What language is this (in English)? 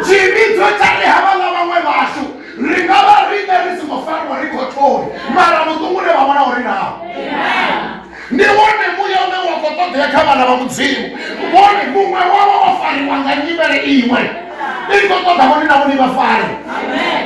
Venda